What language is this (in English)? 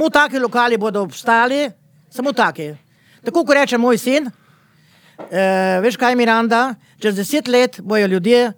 Slovenian